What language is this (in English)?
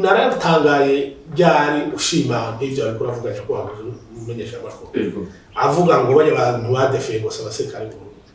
Rundi